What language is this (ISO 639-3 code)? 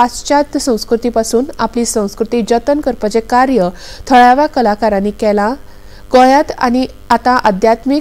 kok